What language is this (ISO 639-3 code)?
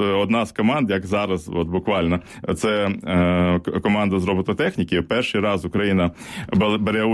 ukr